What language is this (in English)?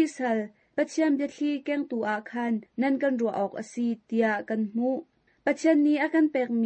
Hakha Chin